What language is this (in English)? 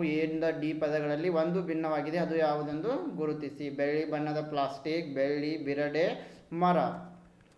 Kannada